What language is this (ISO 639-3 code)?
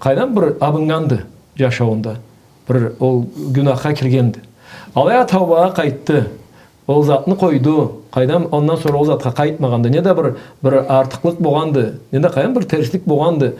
krc